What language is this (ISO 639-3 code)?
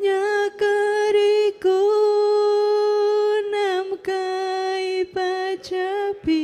quy